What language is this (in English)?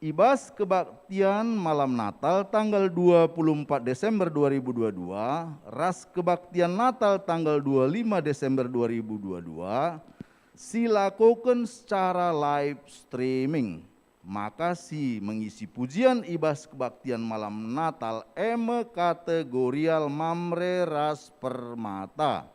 Batak Karo